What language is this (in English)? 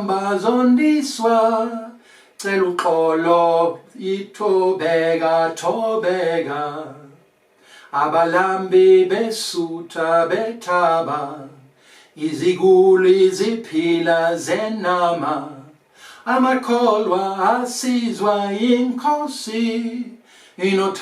Zulu